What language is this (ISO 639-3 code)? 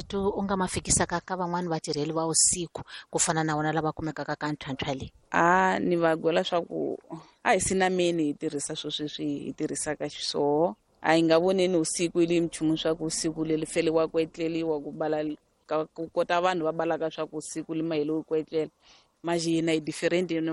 tso